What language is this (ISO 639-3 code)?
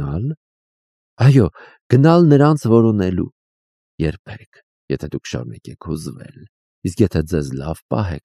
hye